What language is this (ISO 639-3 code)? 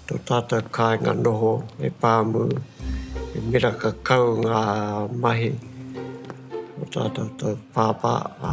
mri